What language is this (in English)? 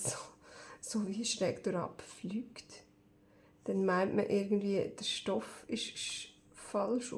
Swiss German